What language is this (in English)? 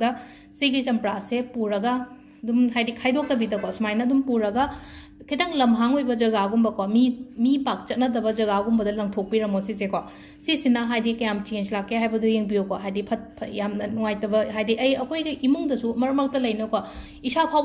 Manipuri